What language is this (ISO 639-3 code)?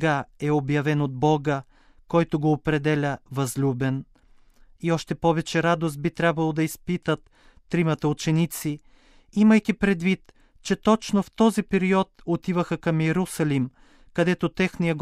bul